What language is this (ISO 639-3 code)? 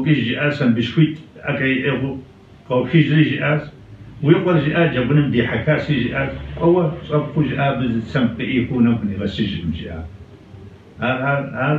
kbd